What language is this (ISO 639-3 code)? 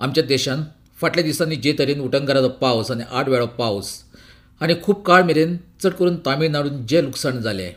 kok